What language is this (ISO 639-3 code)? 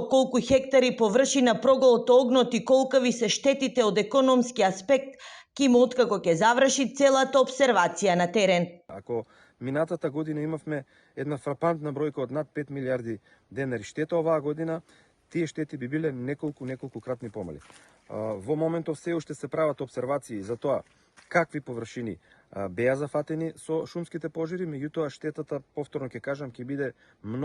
mkd